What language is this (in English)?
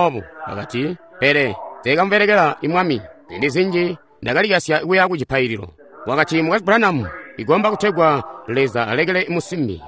Tonga (Zambia)